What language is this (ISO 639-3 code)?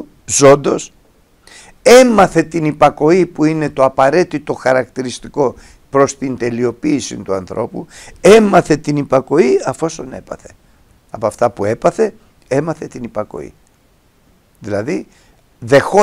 ell